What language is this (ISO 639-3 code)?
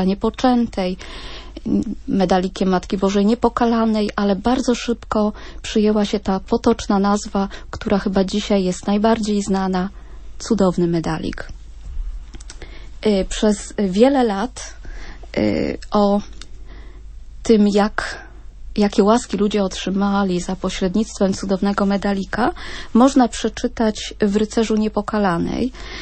pol